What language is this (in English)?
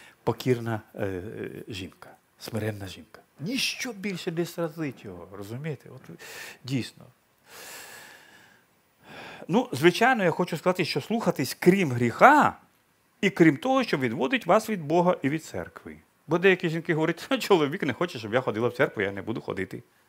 Ukrainian